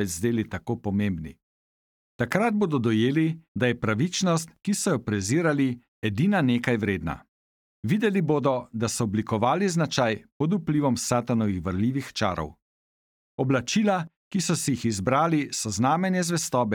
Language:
Slovenian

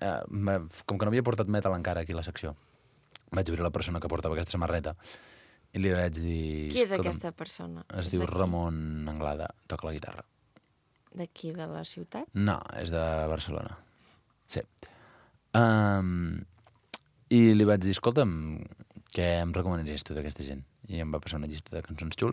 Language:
Catalan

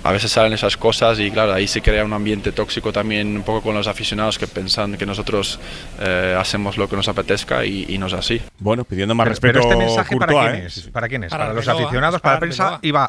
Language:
Spanish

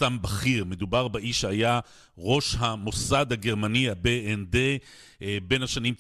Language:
Hebrew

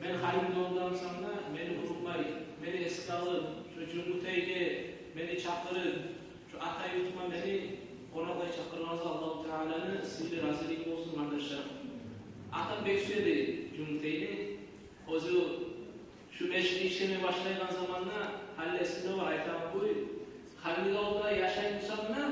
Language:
Kumyk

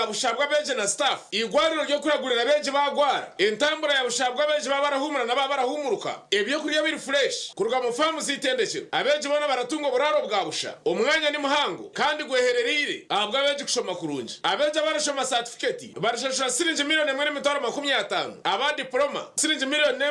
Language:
Nyankole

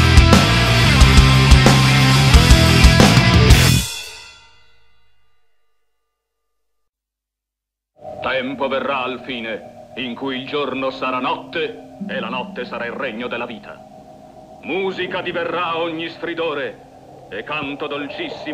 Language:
Italian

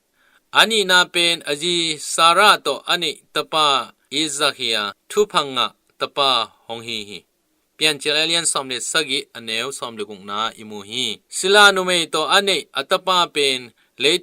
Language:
Tedim Chin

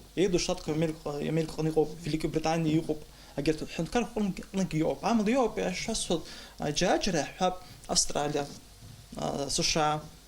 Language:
Abkhazian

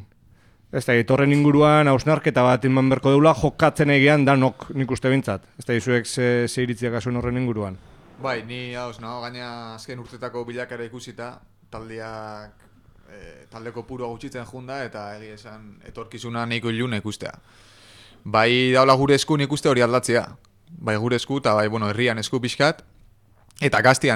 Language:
Basque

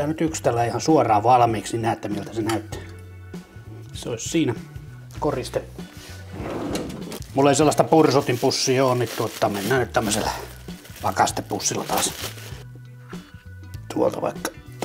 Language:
Finnish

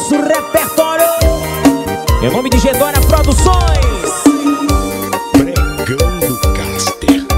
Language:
Portuguese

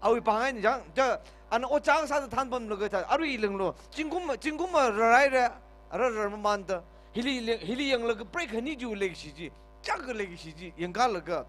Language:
Tangkhul Naga (India)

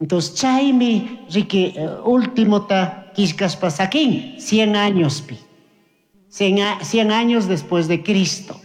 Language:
Chimborazo Highland Quichua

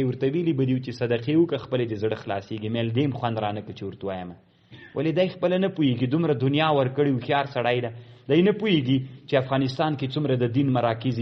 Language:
Pashto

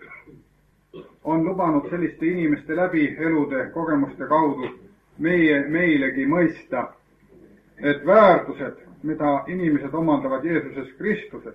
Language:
Estonian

